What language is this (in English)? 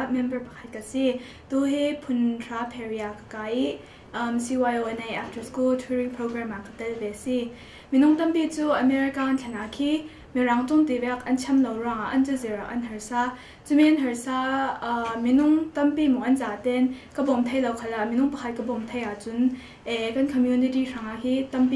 Hakha Chin